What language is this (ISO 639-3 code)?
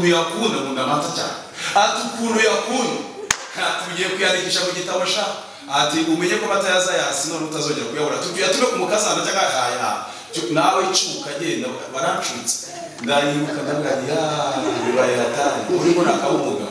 kin